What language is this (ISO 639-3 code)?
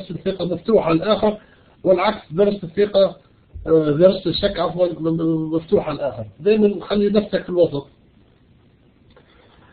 ara